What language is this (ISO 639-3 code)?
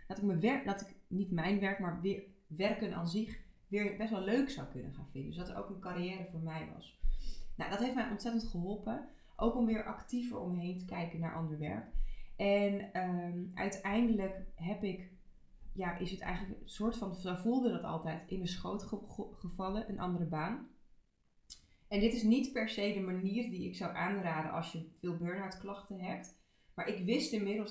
nld